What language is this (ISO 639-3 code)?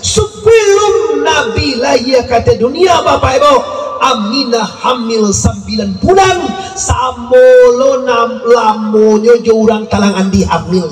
min